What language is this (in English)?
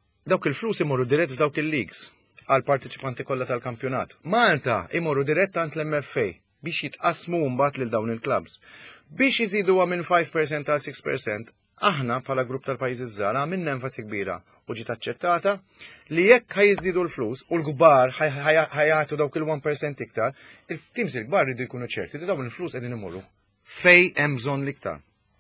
Maltese